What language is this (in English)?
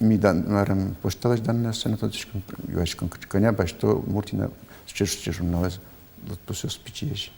Udmurt